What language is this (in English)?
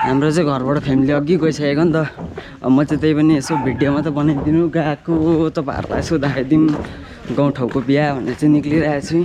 Nepali